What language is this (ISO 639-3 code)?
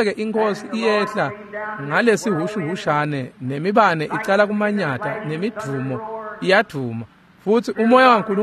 ssw